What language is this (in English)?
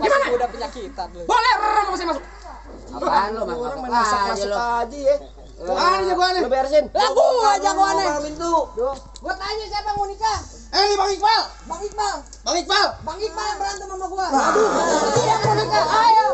Betawi